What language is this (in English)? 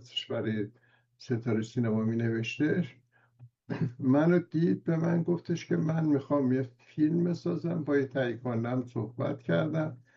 Persian